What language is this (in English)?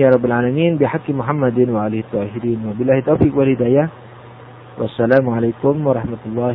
Indonesian